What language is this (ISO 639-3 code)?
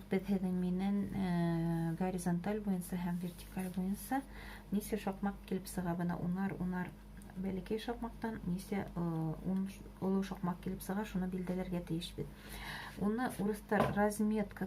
bak